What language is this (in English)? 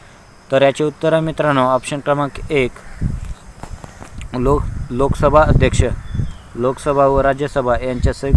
Marathi